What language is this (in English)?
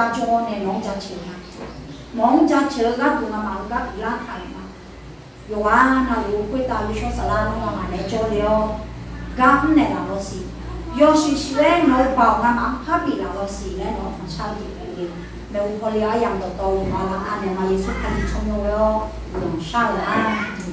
Akha